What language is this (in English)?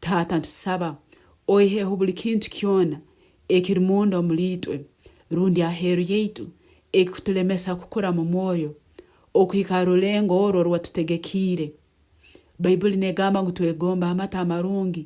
Nyoro